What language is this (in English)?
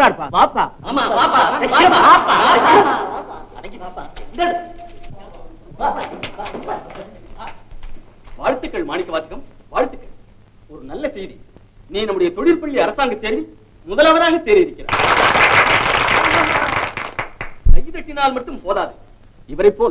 Tamil